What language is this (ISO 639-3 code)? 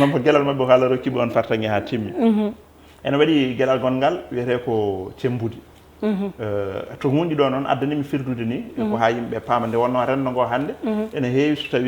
ful